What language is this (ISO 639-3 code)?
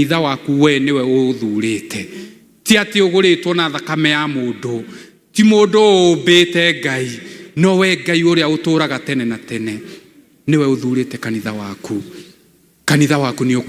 kik